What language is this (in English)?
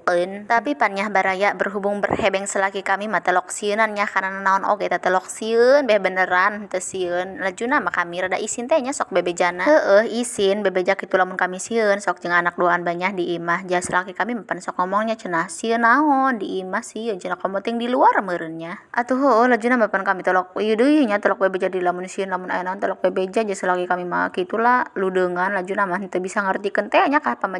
Sundanese